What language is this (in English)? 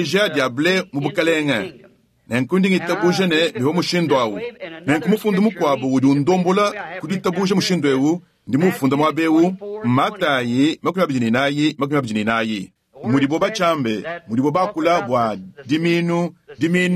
Luba-Lulua